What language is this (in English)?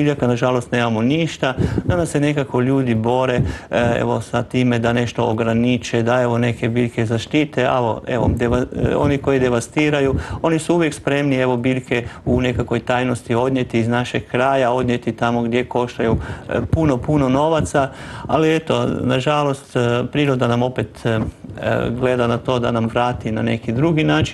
Croatian